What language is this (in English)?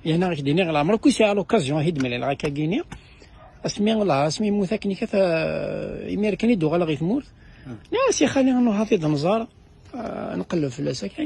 Kabyle